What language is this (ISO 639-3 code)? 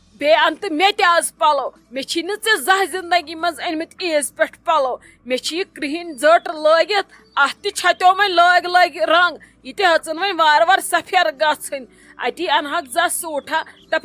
kas